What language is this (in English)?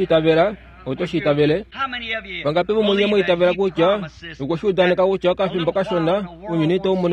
Kuanyama